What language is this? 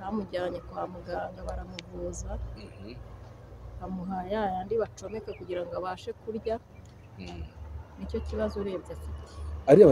Kinyarwanda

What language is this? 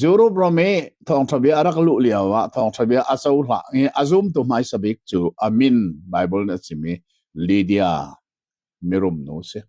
Hakha Chin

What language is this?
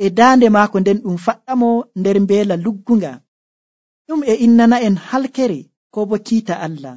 Nigerian Fulfulde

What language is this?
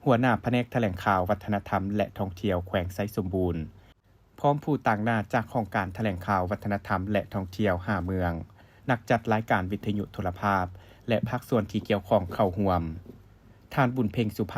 Lao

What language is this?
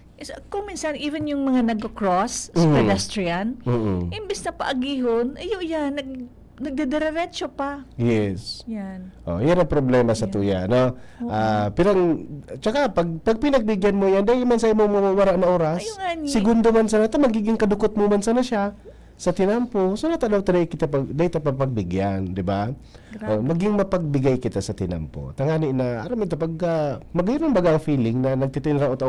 Bikol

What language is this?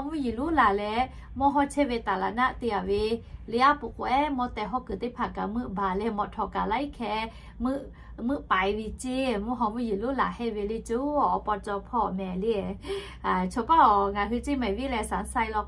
Lahu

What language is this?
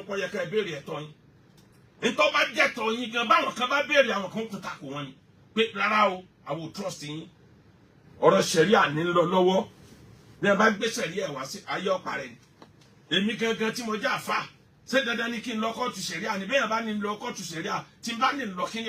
Yoruba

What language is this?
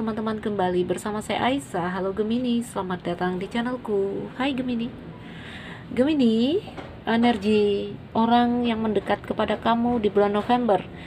Indonesian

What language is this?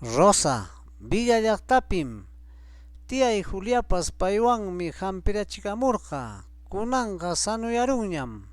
Ayacucho Quechua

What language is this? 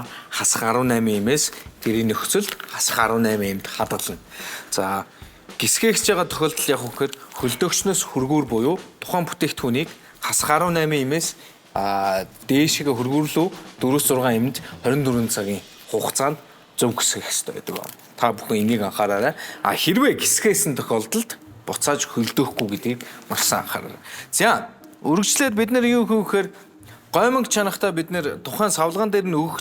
Mongolian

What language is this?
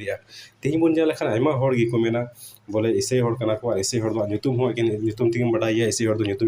Santali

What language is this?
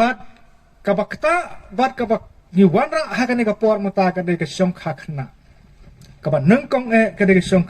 Khasi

